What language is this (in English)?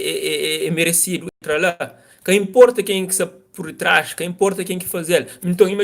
Kabuverdianu